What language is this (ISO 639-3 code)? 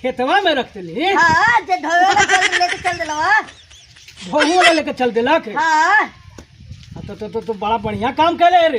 mag